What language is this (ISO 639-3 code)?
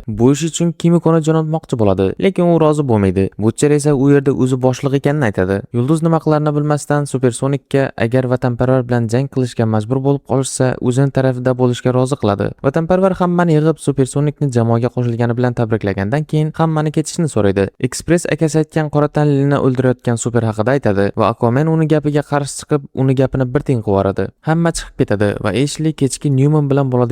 uzb